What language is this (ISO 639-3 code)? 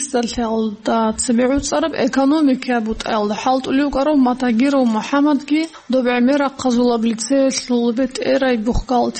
ava